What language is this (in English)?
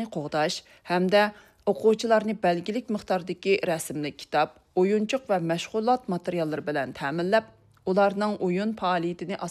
Uyghur